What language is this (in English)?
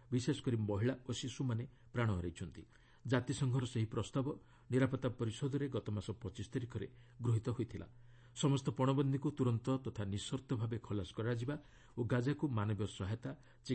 Odia